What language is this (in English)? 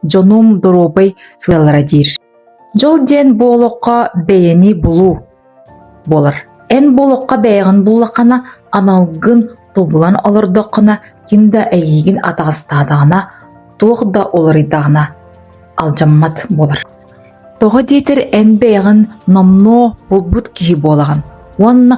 Yakut